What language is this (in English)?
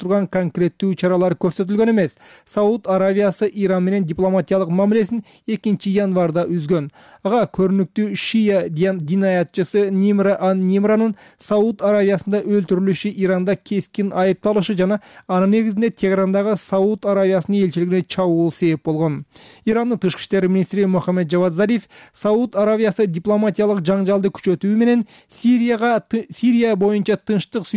Kyrgyz